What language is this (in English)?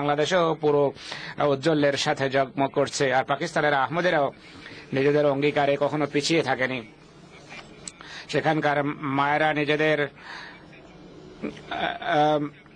Bangla